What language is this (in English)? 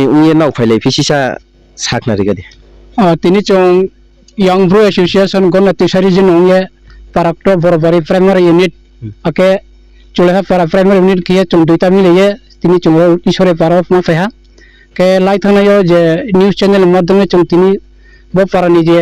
Riang (India)